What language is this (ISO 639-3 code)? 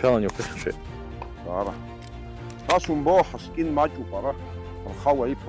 abk